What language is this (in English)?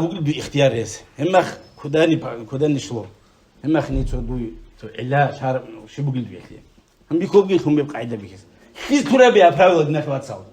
Avaric